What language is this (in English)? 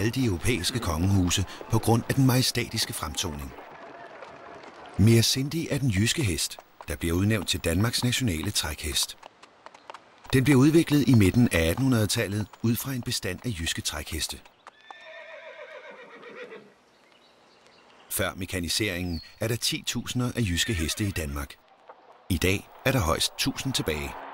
Danish